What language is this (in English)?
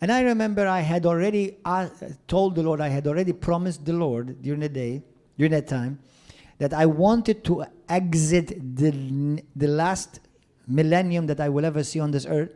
English